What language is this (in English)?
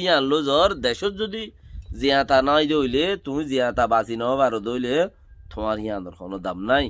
Rohingya